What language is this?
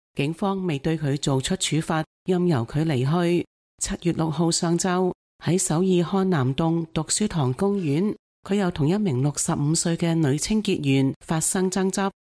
Cantonese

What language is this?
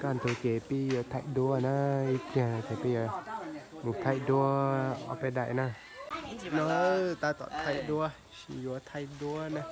Hmong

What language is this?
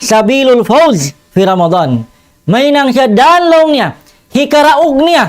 Tausug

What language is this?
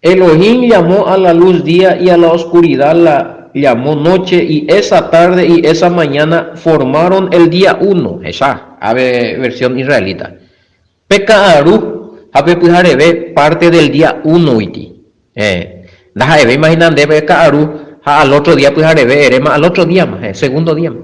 Guarani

